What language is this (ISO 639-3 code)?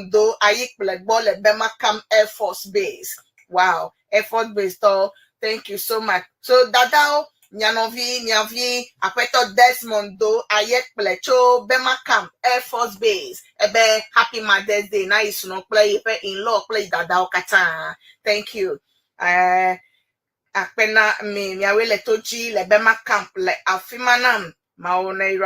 ewe